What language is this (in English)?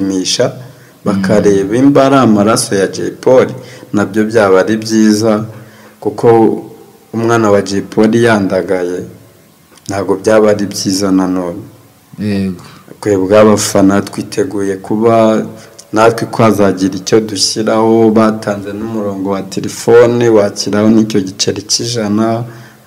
Kinyarwanda